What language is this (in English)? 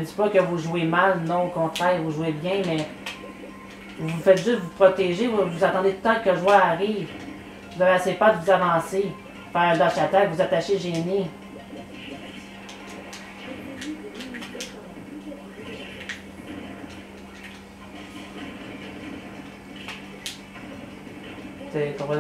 French